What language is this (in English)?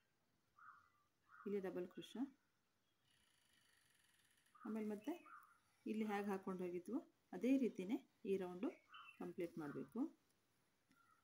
Kannada